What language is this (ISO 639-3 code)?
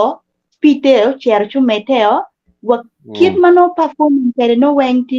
ach